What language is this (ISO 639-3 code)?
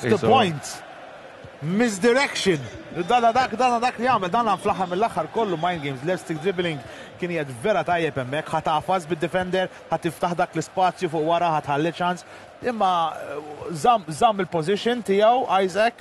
mlt